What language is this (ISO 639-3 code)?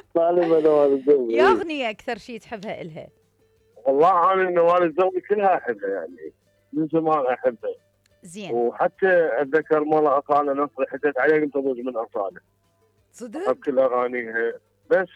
acm